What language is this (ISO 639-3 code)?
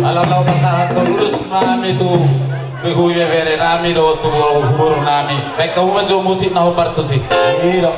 bbc